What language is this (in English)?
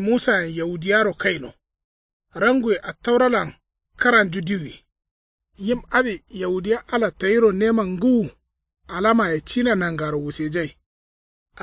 Kanuri